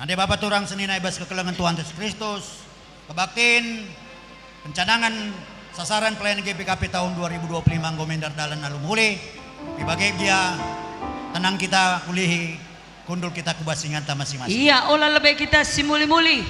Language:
Batak Karo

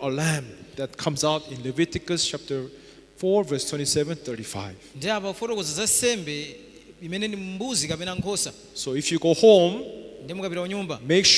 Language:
Nyanja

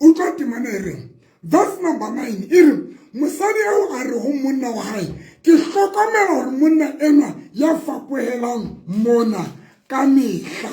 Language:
Southern Sotho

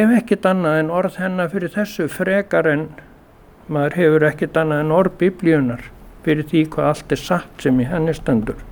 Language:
Icelandic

